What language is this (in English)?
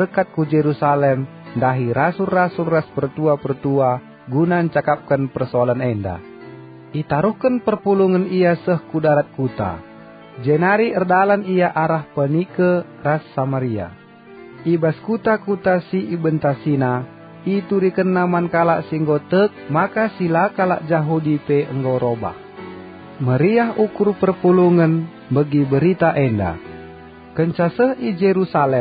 Batak Karo